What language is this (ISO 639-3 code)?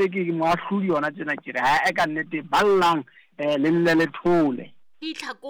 sot